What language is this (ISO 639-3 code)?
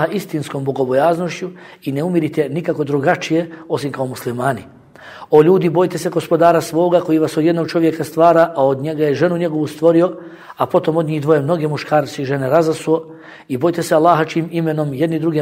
bos